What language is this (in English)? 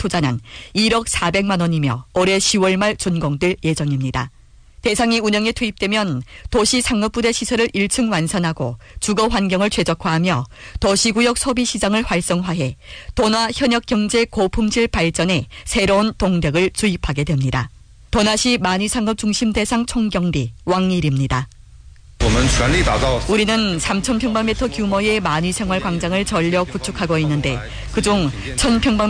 Korean